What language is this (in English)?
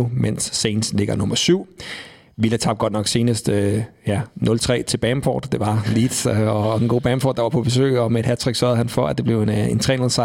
Danish